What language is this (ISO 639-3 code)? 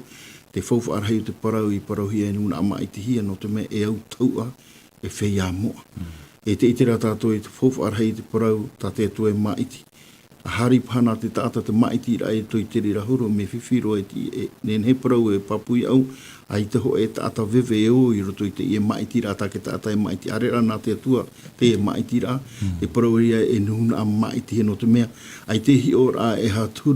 tah